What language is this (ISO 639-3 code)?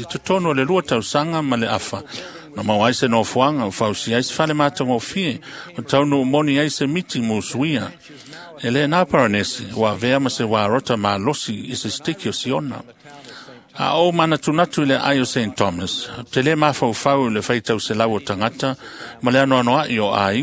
smo